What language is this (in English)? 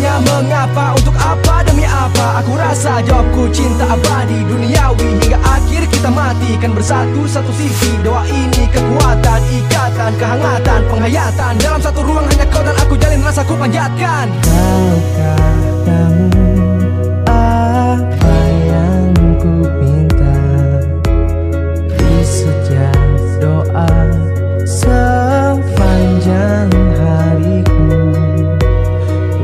Indonesian